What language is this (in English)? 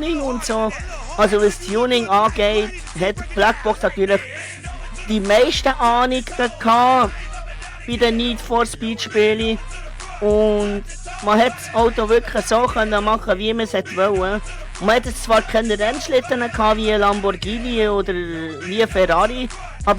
Swiss German